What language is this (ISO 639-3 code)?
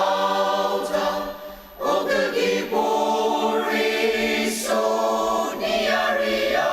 njo